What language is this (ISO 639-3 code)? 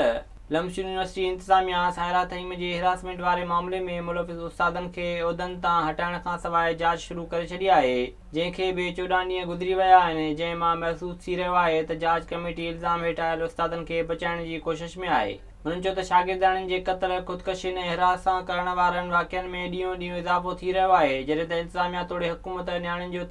snd